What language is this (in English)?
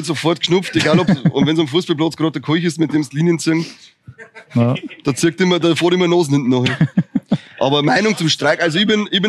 Bavarian